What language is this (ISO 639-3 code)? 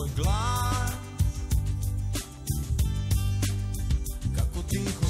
srp